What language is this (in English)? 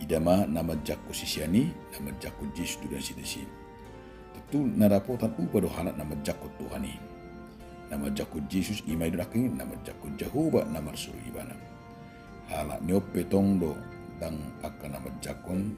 Batak Toba